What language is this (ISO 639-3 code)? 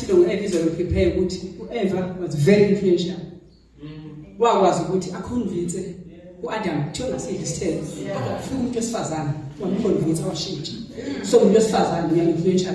zul